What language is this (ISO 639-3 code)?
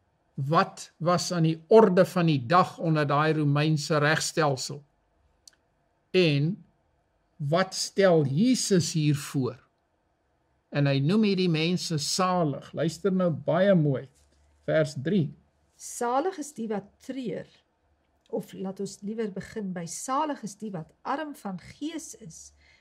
afr